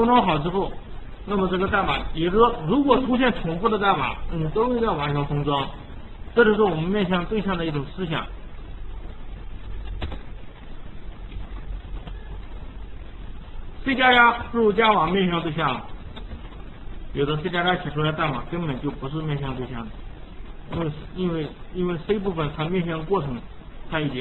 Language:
Chinese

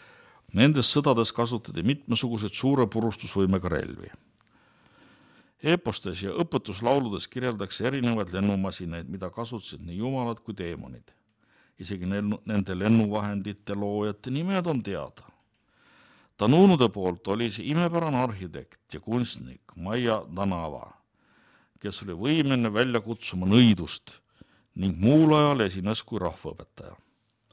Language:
Estonian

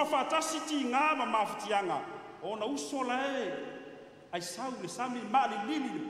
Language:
Samoan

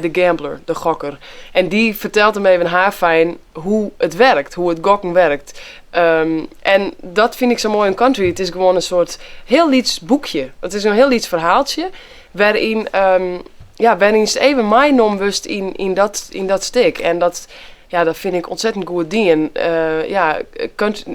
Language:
Western Frisian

